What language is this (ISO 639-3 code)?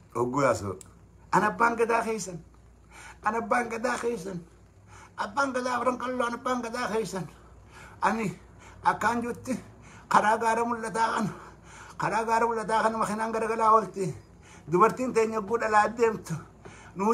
orm